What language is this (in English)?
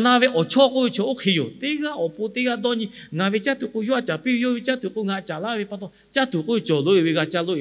Lahu